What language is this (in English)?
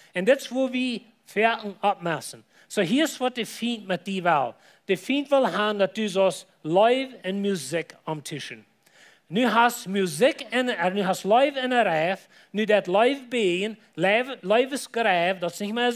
Plautdietsch